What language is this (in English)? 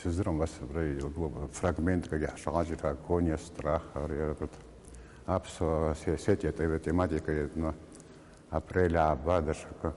Abkhazian